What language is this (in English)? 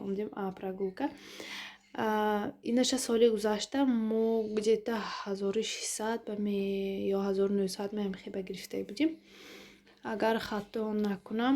Tajik